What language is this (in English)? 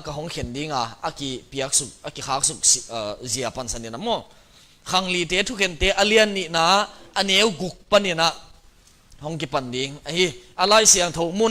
Tedim Chin